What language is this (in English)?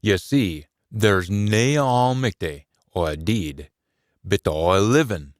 Scots